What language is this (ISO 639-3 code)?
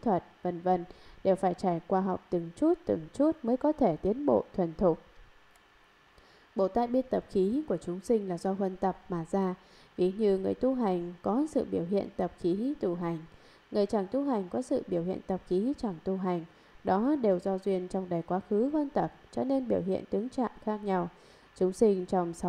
vie